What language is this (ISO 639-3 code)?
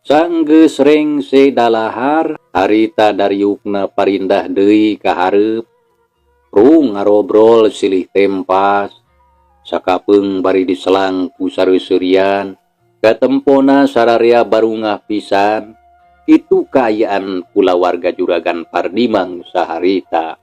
sun